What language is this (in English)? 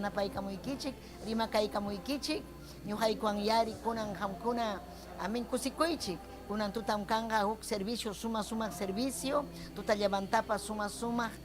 Ayacucho Quechua